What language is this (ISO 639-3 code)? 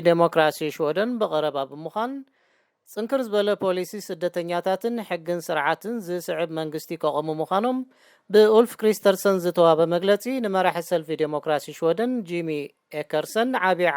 tir